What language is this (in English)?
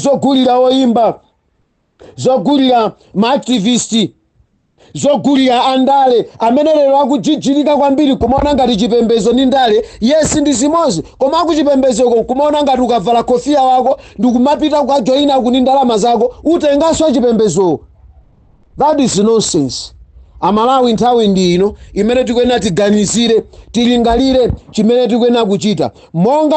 Nyanja